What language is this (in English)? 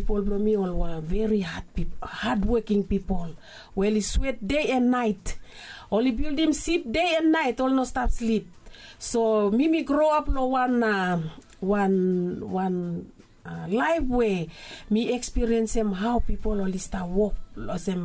Bislama